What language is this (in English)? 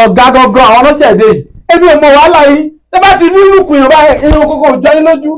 Yoruba